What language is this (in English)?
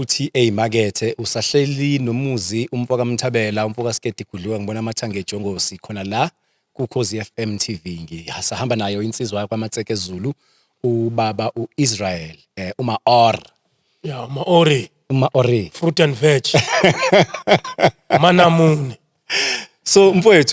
Zulu